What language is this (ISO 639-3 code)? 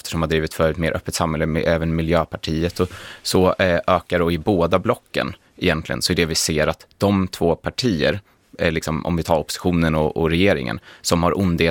swe